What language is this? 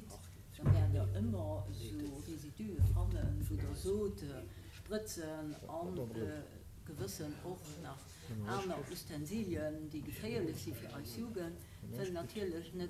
Luxembourgish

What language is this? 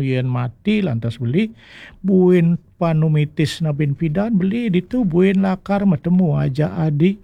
Balinese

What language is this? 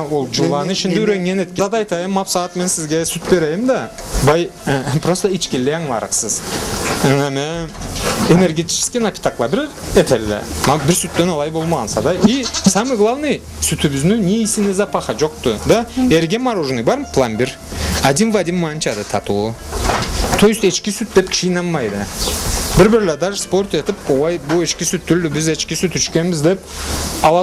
Karachay-Balkar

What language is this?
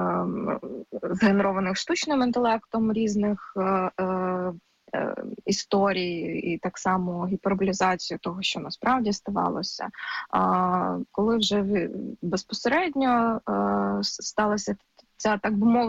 Ukrainian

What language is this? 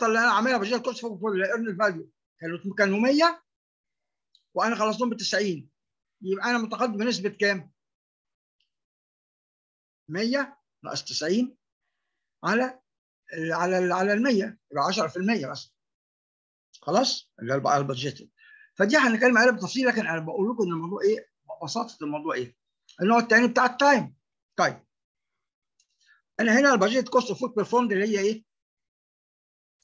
Egyptian Arabic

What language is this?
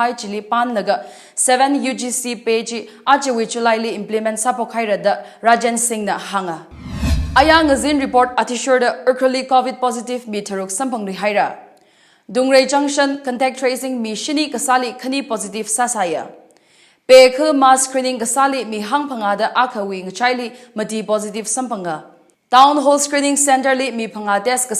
Tangkhul Naga (India)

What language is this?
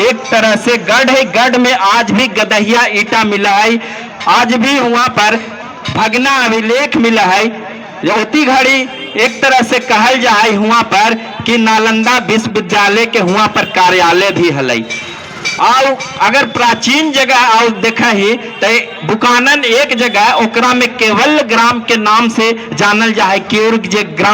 Magahi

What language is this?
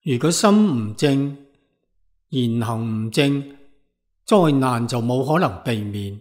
Cantonese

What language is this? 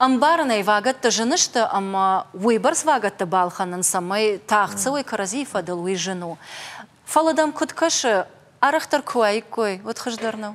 Ossetic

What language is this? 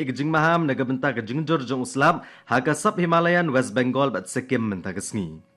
Khasi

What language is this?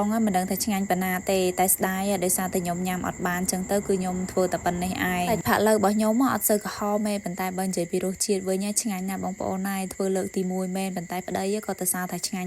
Khmer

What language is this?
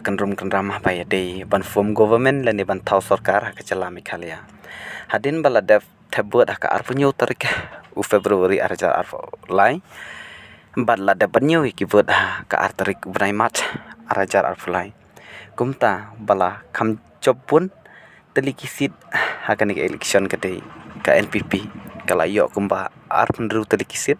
Khasi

